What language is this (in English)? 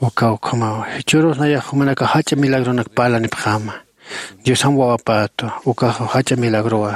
Aymara